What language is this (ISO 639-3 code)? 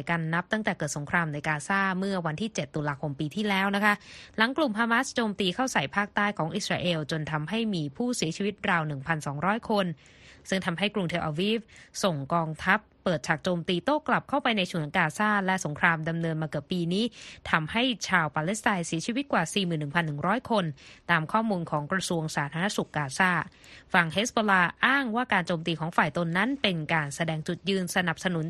tha